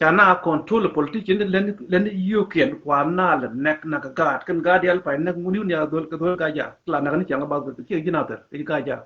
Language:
Nuer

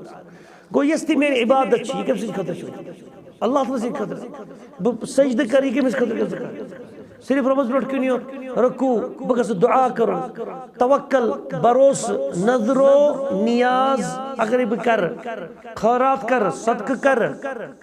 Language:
Kashmiri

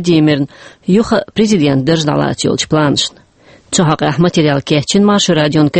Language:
Chechen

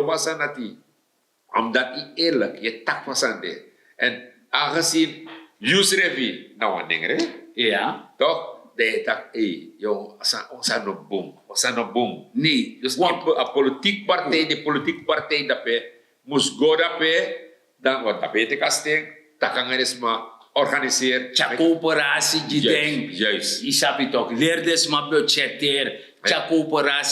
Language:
Sranan Tongo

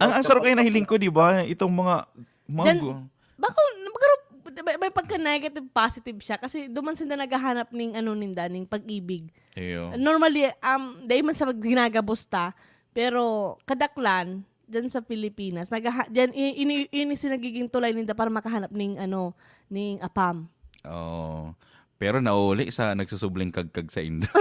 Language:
Bikol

